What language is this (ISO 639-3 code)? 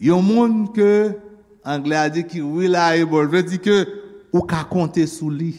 hat